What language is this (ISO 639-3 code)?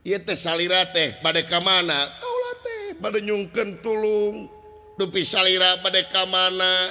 sun